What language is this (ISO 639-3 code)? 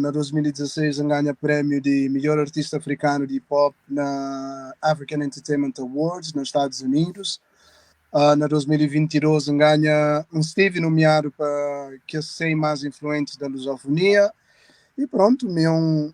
kea